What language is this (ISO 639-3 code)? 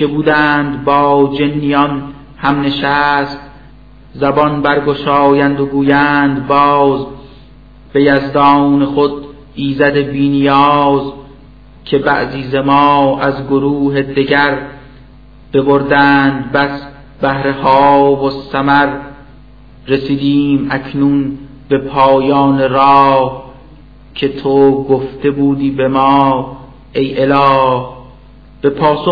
fas